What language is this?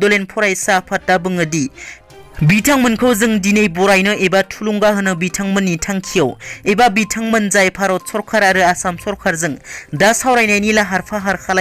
Bodo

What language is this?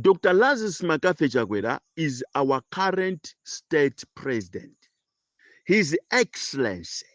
Nyanja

